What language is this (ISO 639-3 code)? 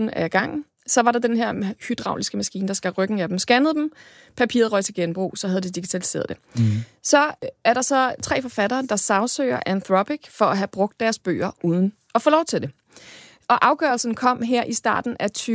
dan